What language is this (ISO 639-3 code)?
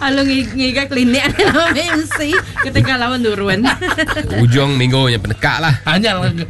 iba